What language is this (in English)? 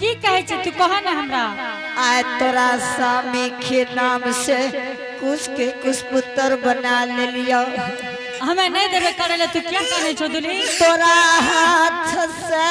Angika